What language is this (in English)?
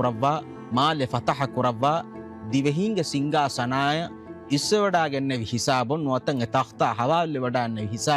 Divehi